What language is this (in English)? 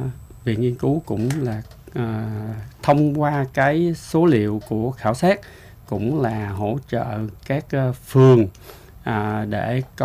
Vietnamese